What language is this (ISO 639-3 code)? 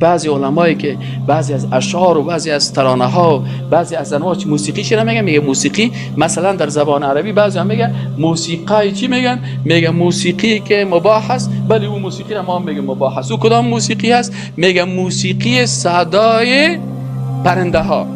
fas